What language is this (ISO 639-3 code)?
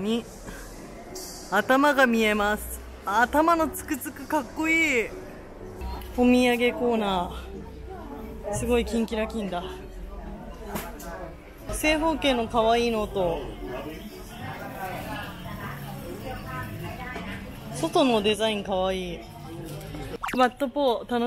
jpn